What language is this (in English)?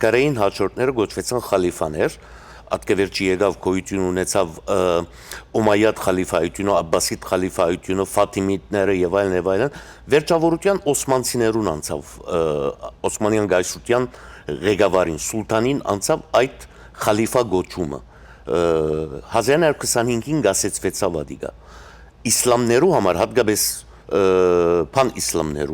Western Armenian